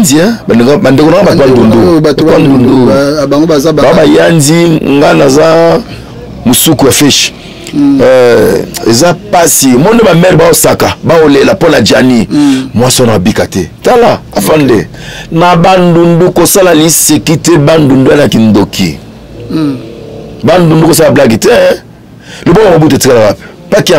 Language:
Lingala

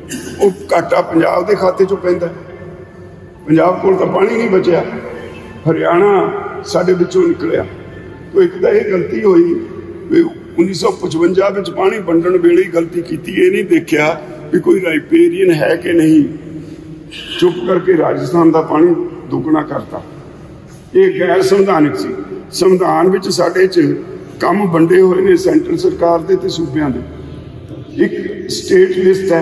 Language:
Punjabi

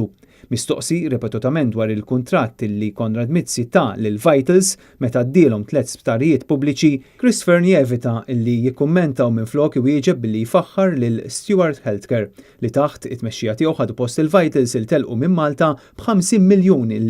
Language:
Maltese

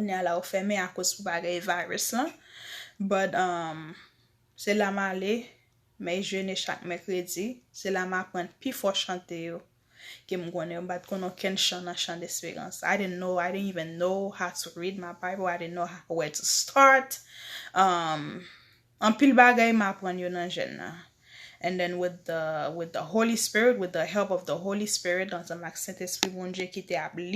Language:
Haitian Creole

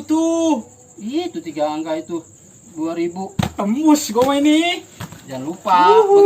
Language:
Betawi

